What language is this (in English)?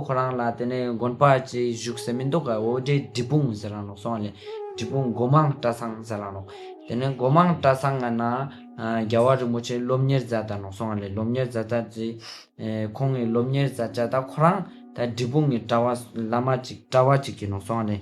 Ladakhi